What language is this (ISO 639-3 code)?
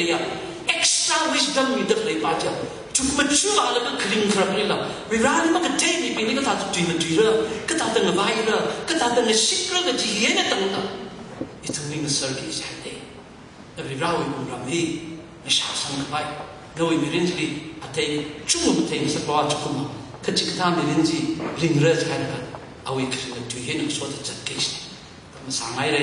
nmf